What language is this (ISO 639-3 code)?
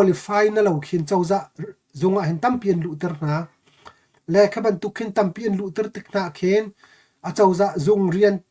cnh